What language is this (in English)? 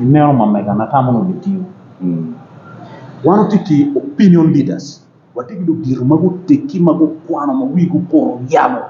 Acoli